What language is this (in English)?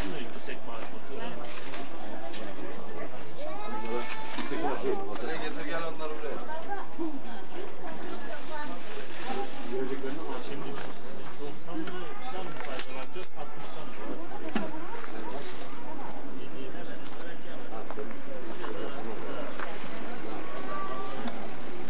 Turkish